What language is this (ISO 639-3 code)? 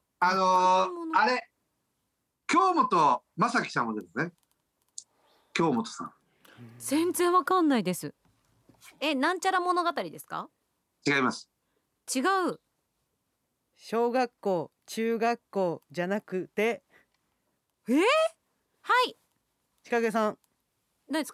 jpn